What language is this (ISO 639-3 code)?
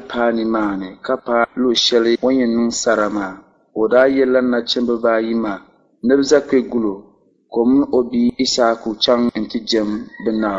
dag